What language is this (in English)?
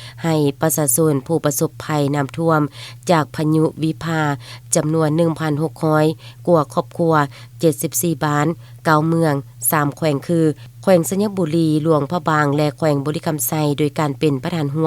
Lao